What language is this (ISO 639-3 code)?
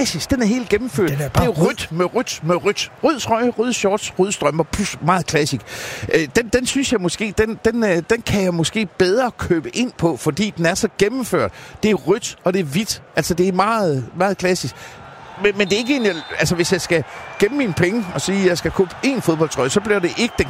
dan